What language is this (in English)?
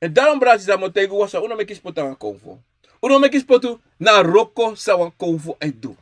Sranan Tongo